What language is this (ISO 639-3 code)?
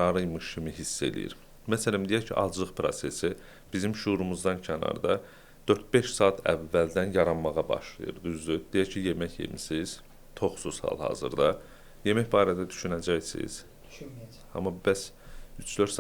aze